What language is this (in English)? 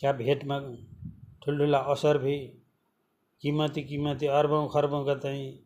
Nepali